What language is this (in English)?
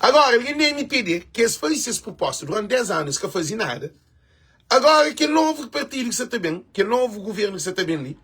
Kabuverdianu